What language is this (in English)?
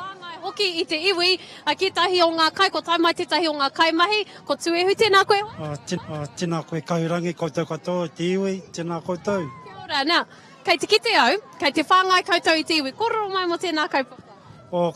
Māori